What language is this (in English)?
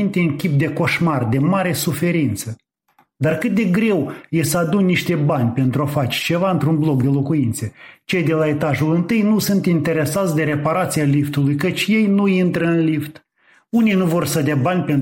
Romanian